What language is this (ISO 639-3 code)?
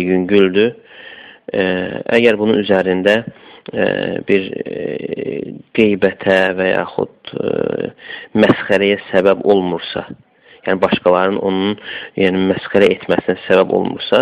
aze